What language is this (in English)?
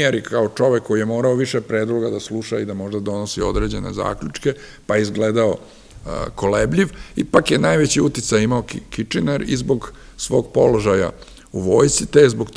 Serbian